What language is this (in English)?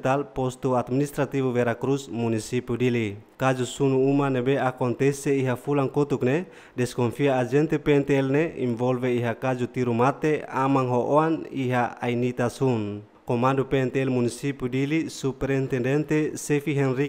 Tetum